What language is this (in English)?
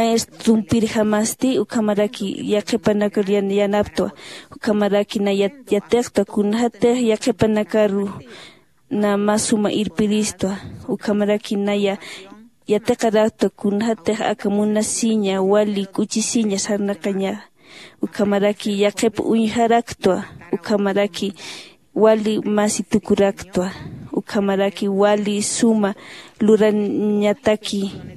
Aymara